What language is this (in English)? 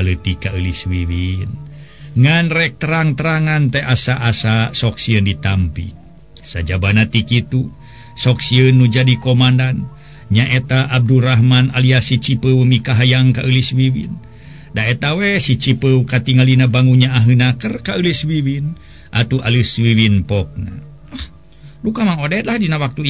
Sundanese